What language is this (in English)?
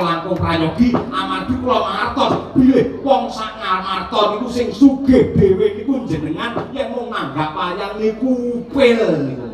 Javanese